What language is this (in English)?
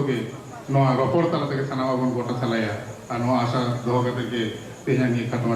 Santali